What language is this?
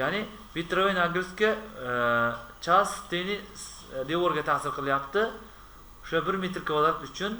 Uzbek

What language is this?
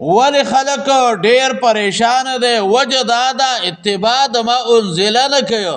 Pashto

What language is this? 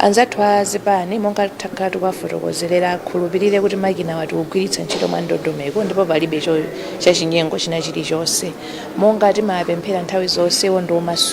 Nyanja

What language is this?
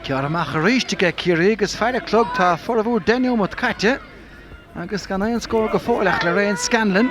Irish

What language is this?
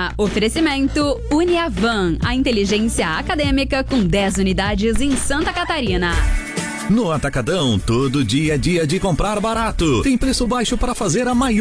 Portuguese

